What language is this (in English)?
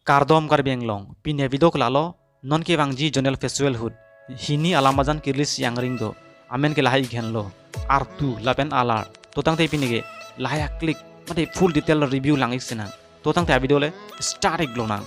Karbi